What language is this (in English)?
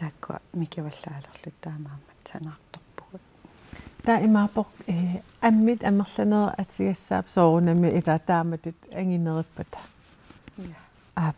Kalaallisut